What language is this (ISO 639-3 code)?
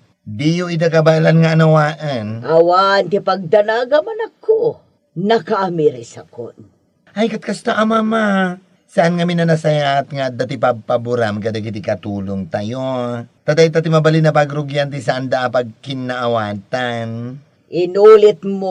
ilo